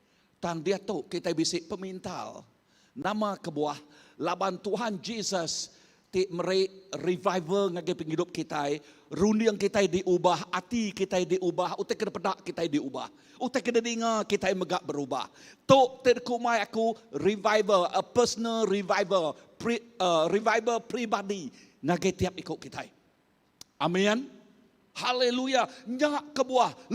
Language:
Iban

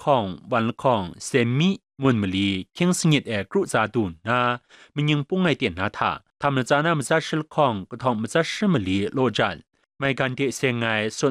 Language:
Kachin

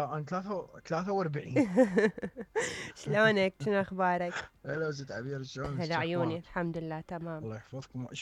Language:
Mesopotamian Arabic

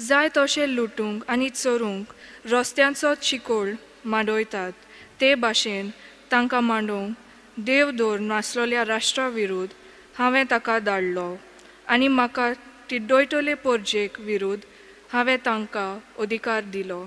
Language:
Konkani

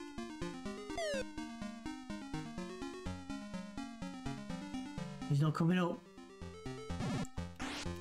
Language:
English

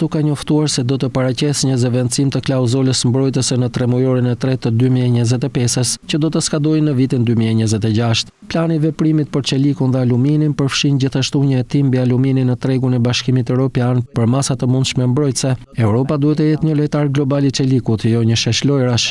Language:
Albanian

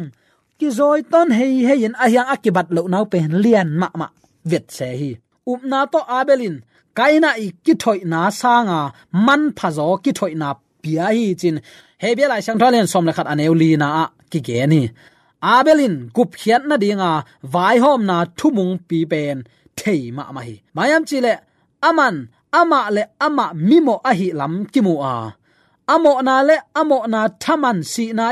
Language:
Tedim Chin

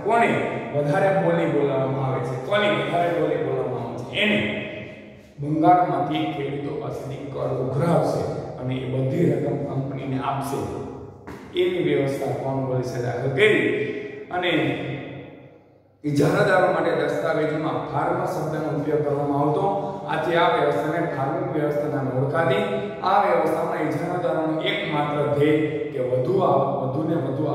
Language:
Gujarati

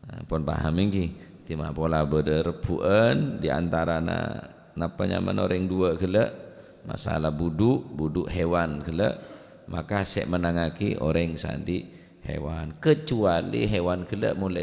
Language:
Madurese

